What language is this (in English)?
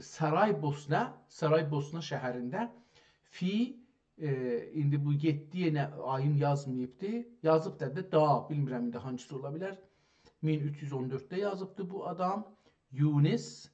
South Azerbaijani